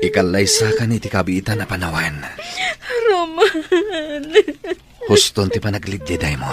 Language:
Iloko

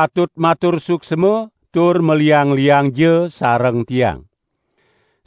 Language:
Balinese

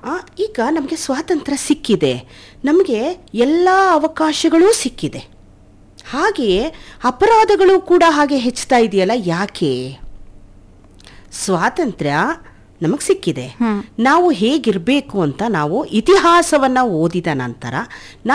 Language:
Kannada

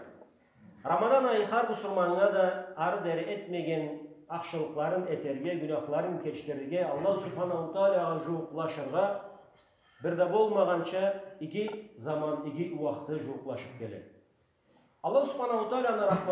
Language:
Karachay-Balkar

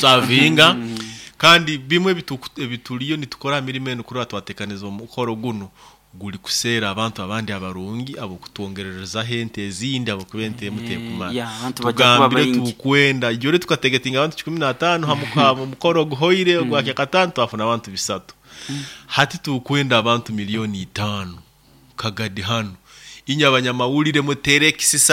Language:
Nyoro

